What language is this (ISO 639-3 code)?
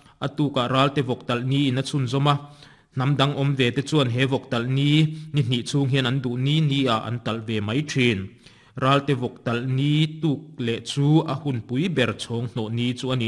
lus